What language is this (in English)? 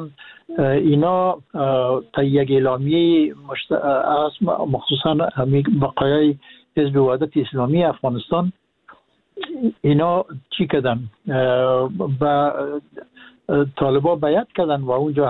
Persian